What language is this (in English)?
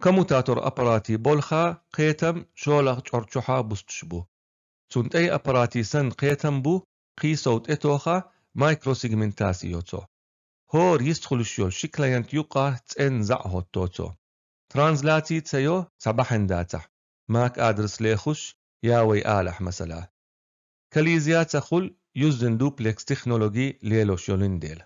Chechen